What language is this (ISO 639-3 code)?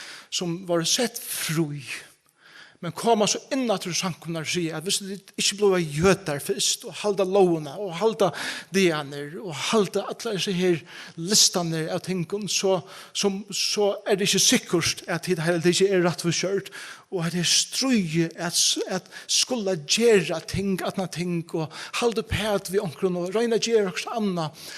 fao